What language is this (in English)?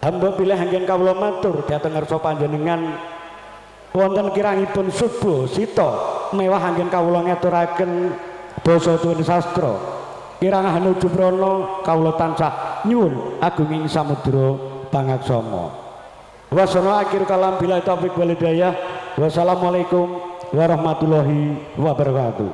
Javanese